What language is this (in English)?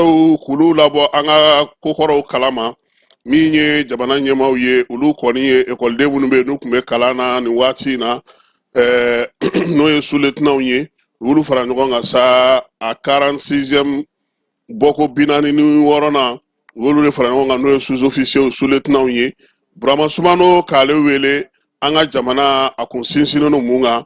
Bambara